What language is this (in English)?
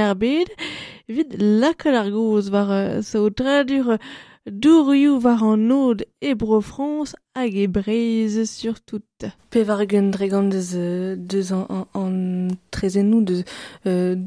Breton